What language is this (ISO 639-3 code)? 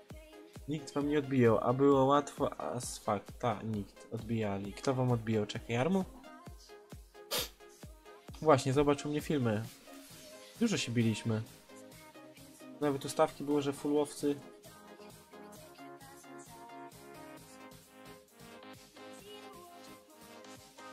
pol